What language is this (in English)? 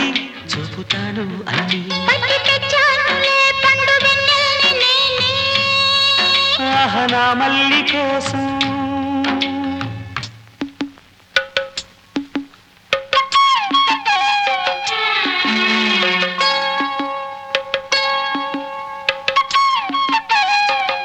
Telugu